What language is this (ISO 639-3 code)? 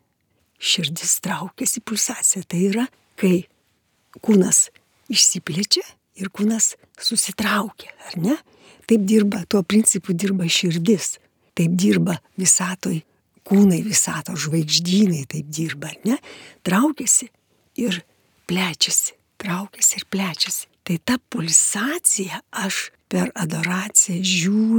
lit